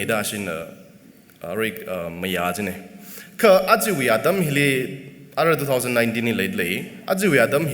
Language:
Tangkhul Naga (India)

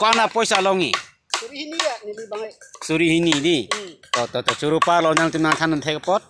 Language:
Karbi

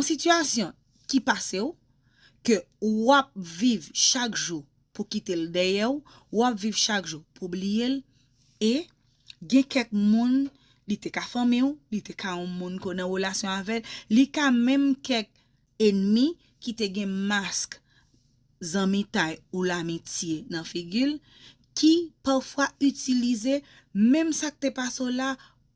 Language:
Haitian Creole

